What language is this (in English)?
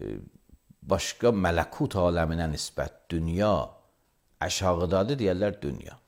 Azerbaijani